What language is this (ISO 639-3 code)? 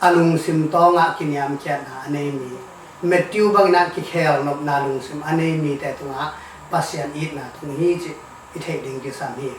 ctd